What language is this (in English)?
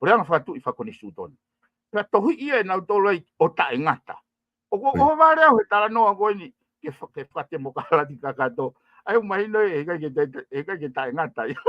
Tongan